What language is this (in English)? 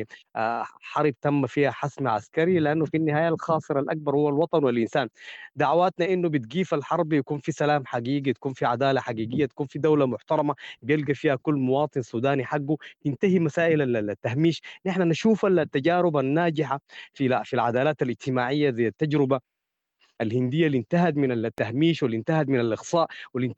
Sudanese Arabic